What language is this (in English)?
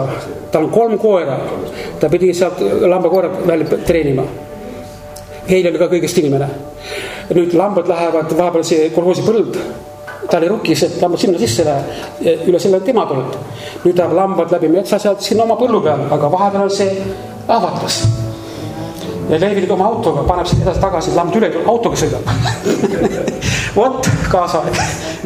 Estonian